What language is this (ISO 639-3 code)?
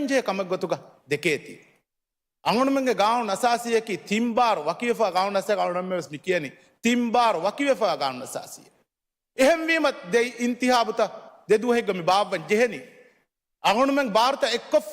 div